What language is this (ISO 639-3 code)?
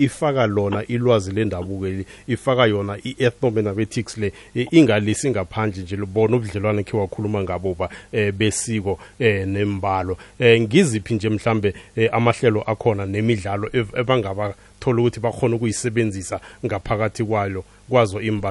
nbl